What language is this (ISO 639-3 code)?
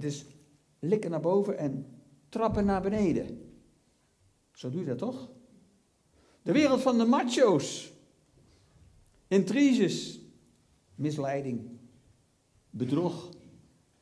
nld